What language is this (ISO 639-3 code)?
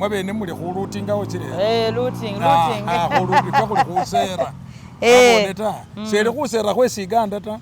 myx